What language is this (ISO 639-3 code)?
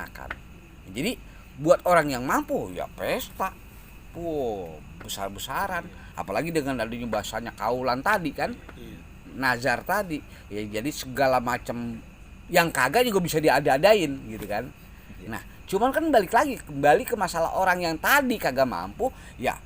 bew